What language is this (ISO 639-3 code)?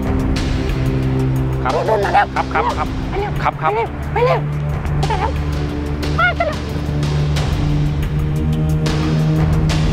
tha